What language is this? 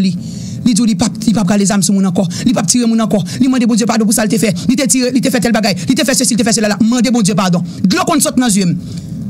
Haitian Creole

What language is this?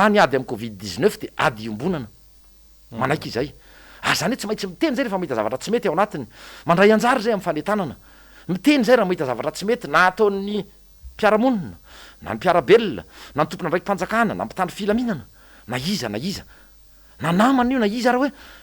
Malagasy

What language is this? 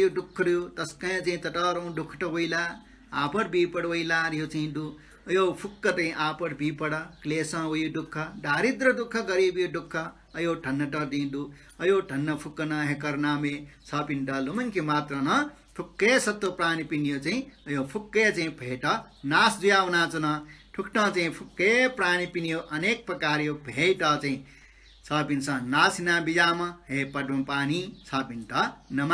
Newari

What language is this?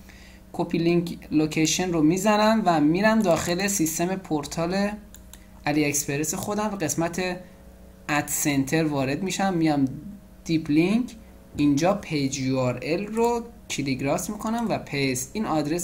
Persian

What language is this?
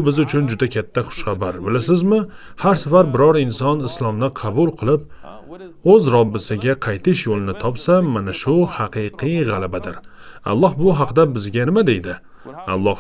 Uzbek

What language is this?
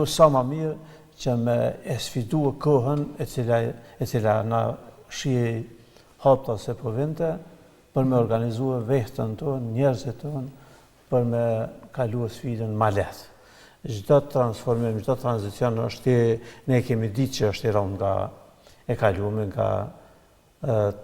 Albanian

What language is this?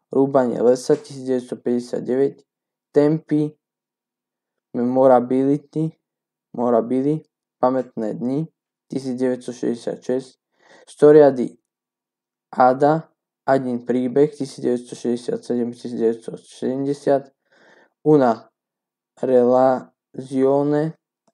Slovak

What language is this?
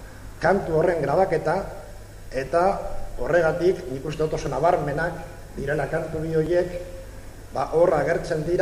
Basque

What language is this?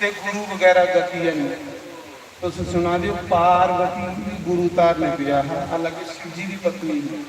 Dogri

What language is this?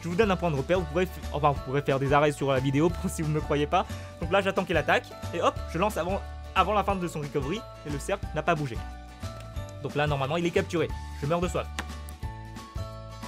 French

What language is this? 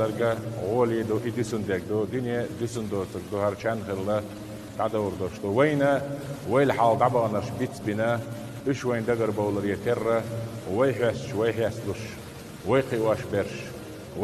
Chechen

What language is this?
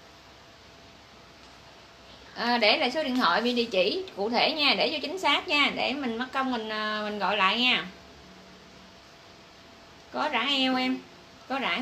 Vietnamese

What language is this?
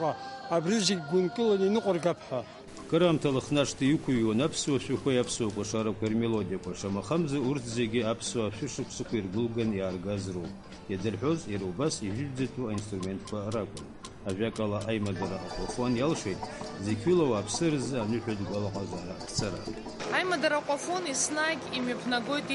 Abkhazian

